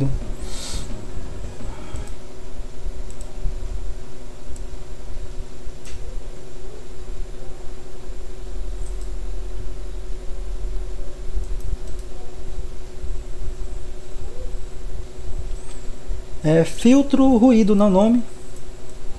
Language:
Portuguese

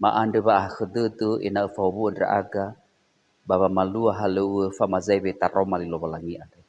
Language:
Nias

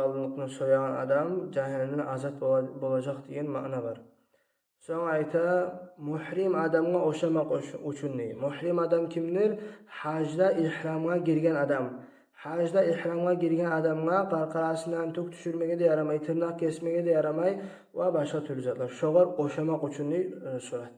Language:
Kumyk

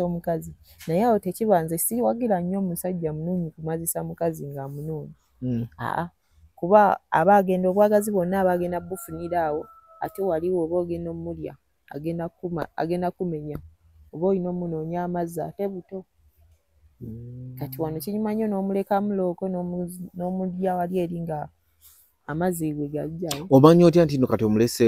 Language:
Ganda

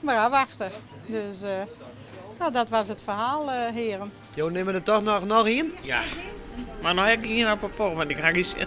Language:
Western Frisian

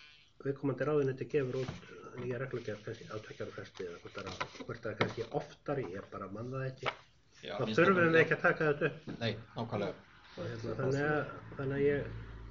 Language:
Icelandic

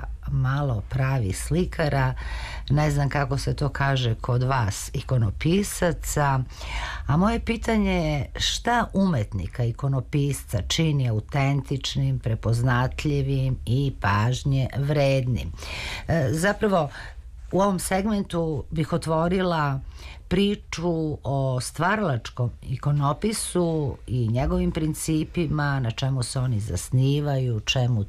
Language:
Serbian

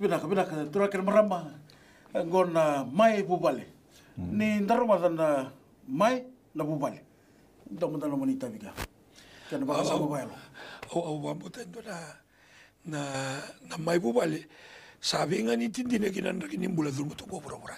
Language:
Fijian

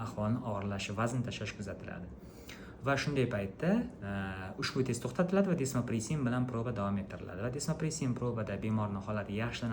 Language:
Uzbek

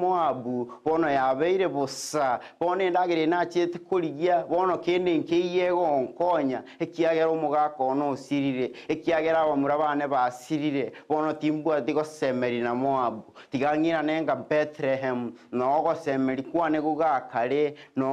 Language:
Gusii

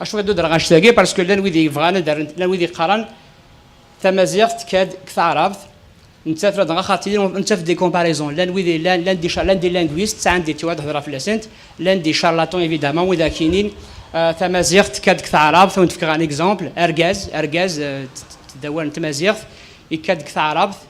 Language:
Kabyle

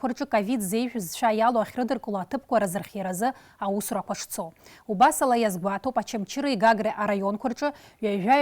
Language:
Abkhazian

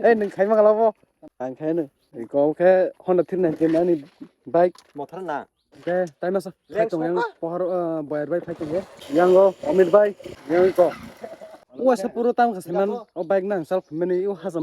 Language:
Kok Borok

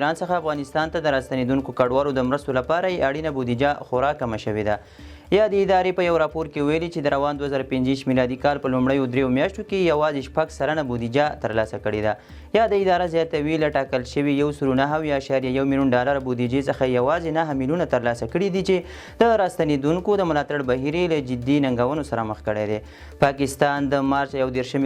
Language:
Pashto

